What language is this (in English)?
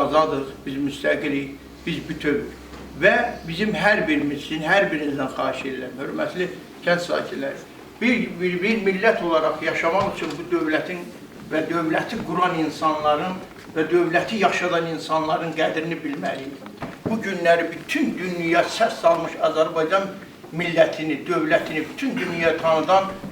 Azerbaijani